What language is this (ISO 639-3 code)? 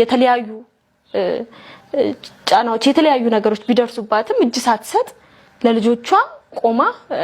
amh